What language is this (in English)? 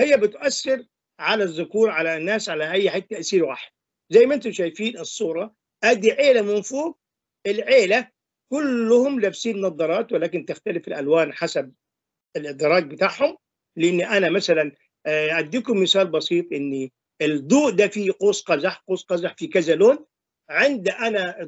Egyptian Arabic